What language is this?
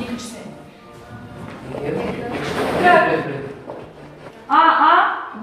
Kazakh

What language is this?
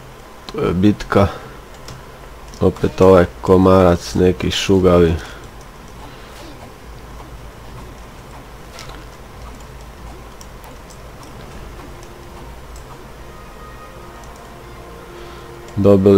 Croatian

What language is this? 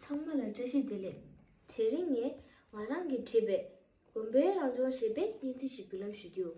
Tibetan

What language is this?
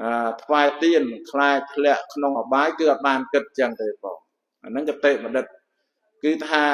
Khmer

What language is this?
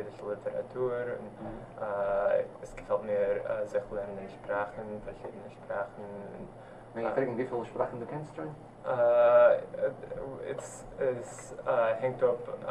Yiddish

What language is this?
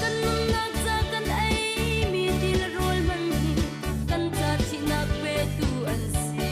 Hakha Chin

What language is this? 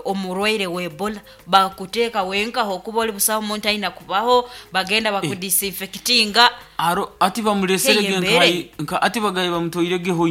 Nyoro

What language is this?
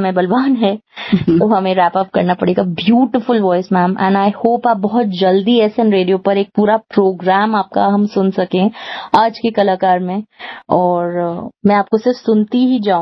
Hindi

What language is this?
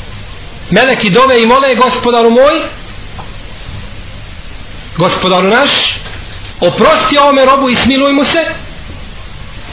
Bosnian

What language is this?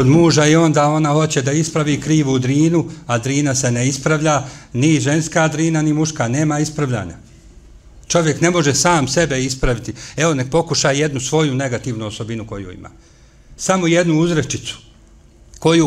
Bosnian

